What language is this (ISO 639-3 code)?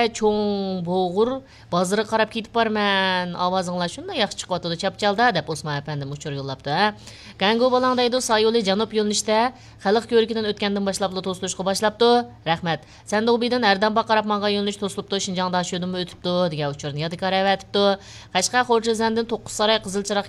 uig